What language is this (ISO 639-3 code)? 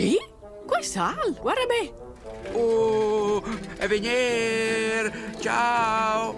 roh